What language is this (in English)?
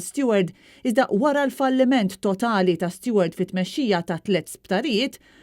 Maltese